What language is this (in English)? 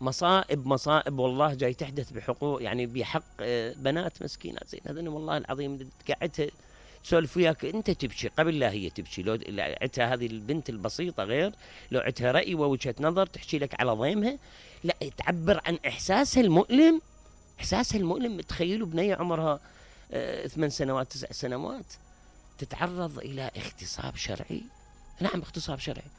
Mesopotamian Arabic